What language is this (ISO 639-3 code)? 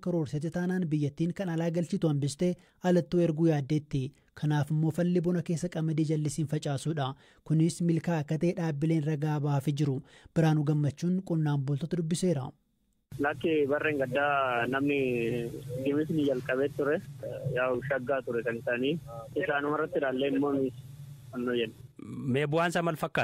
orm